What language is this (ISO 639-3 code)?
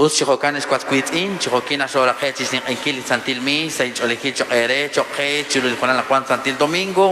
kek